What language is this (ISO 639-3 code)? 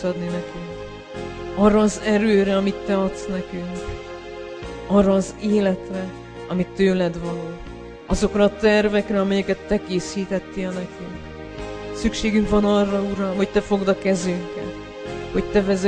hun